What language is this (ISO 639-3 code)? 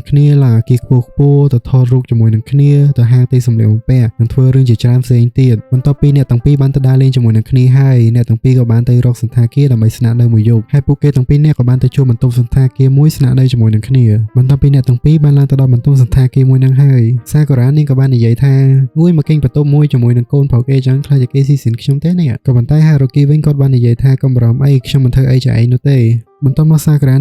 khm